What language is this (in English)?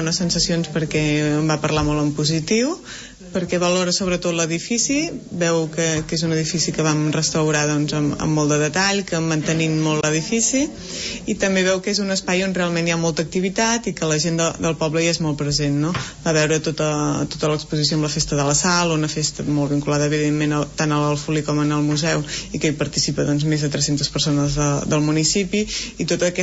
Catalan